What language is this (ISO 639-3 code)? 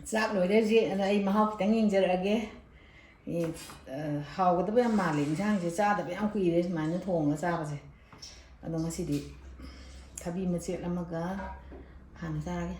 mni